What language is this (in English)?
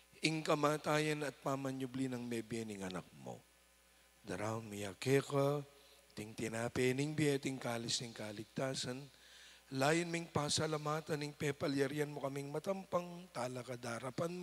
Pampanga